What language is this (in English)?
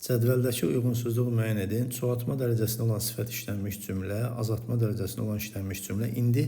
Azerbaijani